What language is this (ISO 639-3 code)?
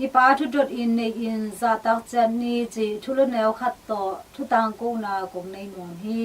ctd